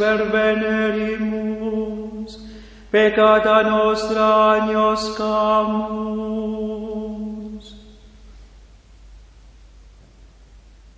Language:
Latin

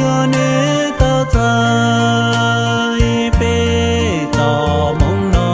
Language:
Hmong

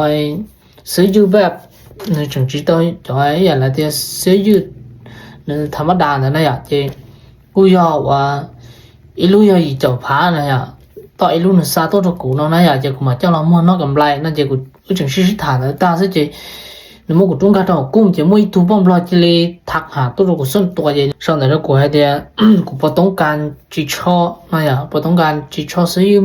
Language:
Hmong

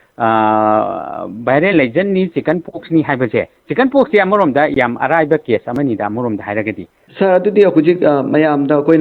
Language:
Manipuri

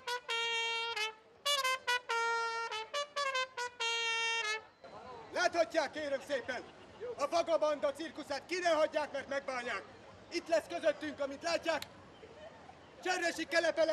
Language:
Hungarian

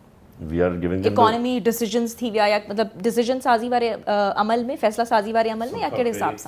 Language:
Sindhi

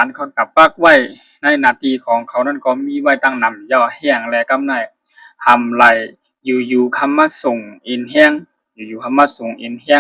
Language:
Shan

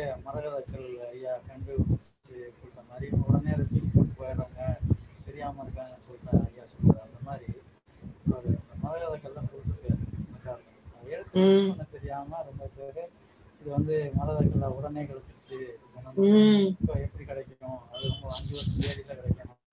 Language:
Tamil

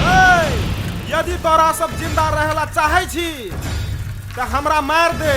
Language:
Maithili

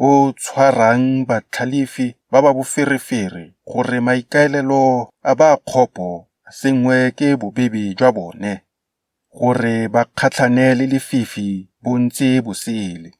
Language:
Tswana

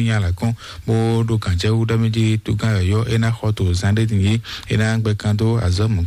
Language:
Fon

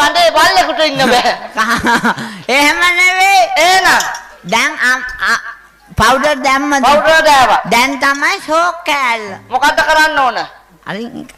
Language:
Sinhala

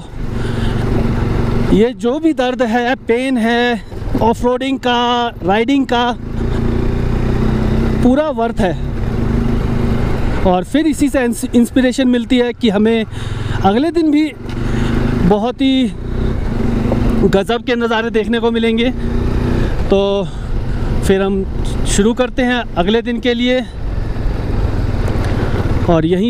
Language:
Hindi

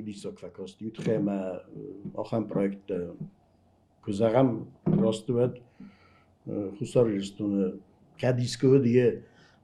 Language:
Ossetic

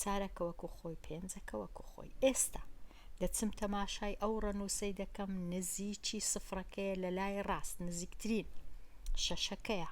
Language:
Central Kurdish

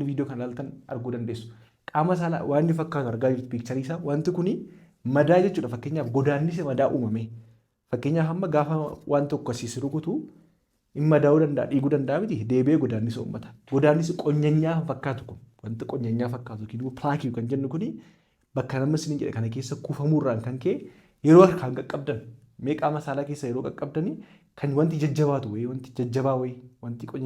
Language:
Oromo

